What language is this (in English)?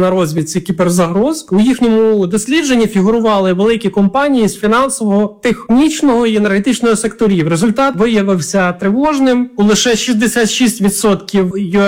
Ukrainian